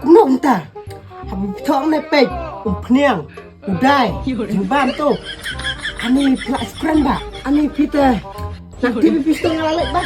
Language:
Khasi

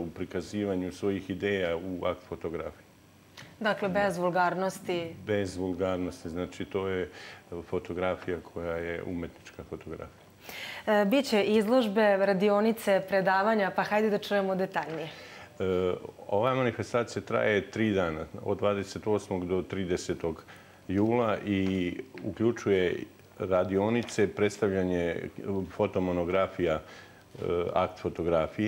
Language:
Serbian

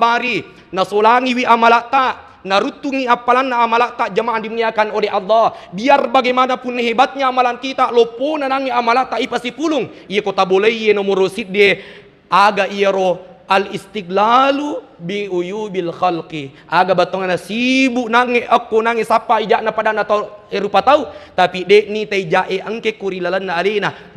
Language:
Buginese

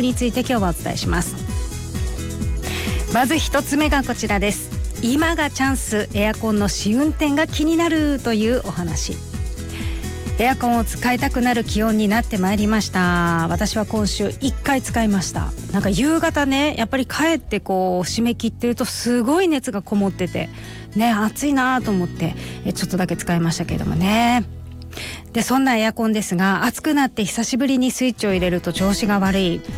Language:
Japanese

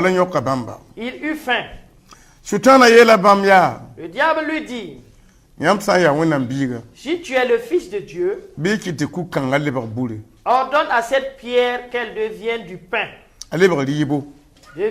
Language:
Mossi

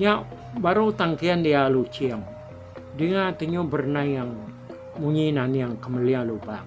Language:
Iban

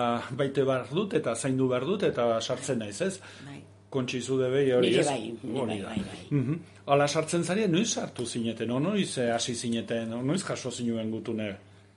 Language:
Basque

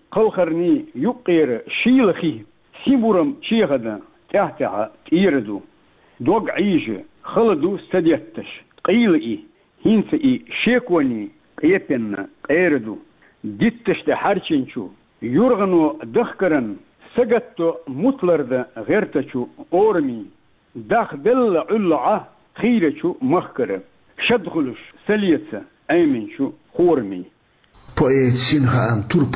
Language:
Chechen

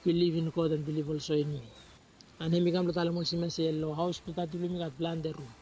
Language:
Bislama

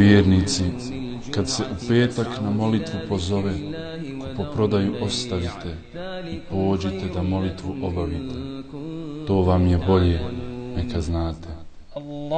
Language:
Bosnian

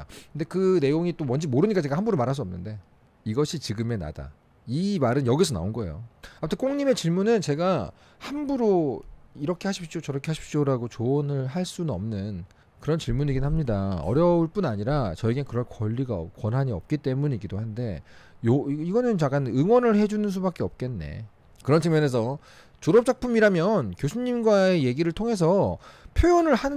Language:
Korean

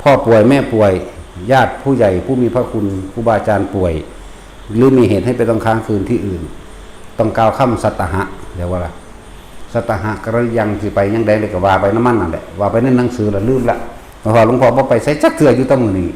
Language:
Northeastern Thai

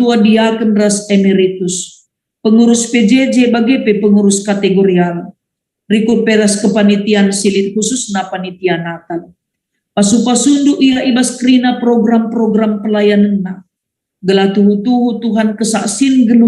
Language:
Batak Karo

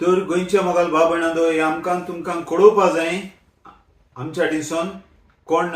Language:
Konkani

